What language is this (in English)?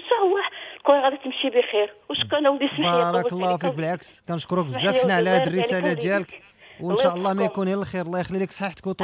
Moroccan Arabic